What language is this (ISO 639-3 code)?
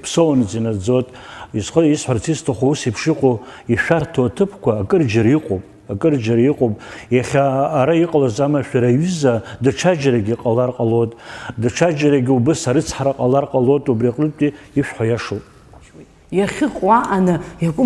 abk